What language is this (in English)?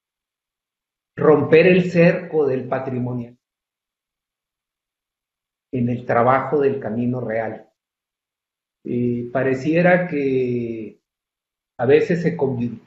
Spanish